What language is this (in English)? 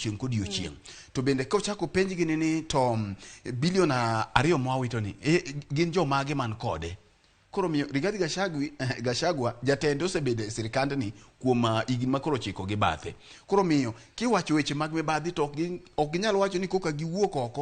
Luo (Kenya and Tanzania)